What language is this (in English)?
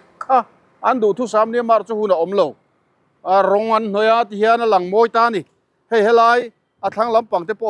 Mizo